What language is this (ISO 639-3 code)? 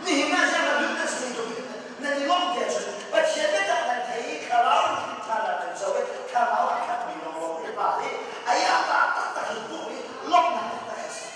cnh